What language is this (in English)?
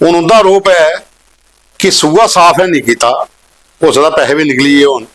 Dogri